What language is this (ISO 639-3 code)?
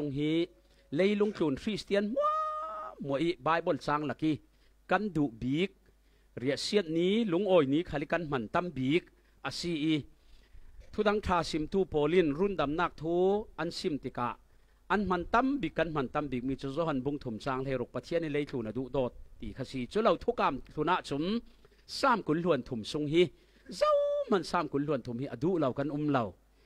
cfm